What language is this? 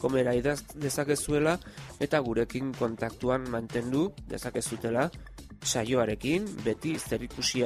Basque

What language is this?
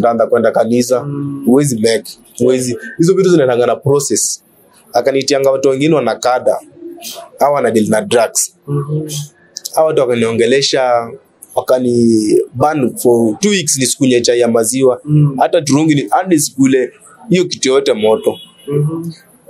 Swahili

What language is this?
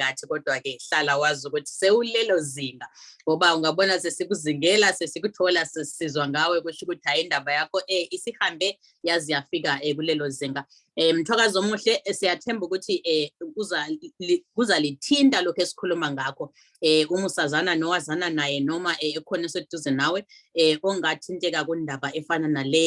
Zulu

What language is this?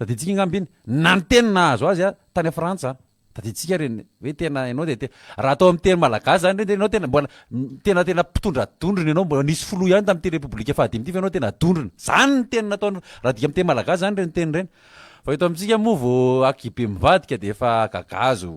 Malagasy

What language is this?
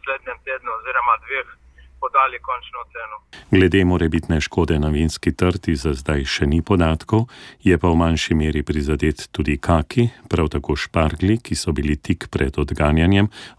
Slovenian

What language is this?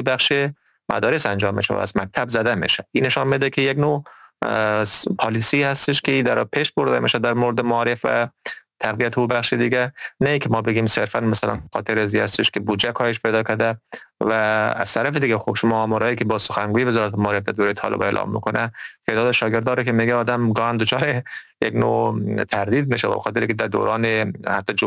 Persian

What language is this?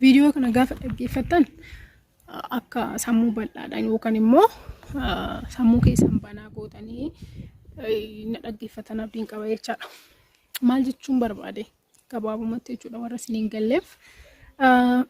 Oromo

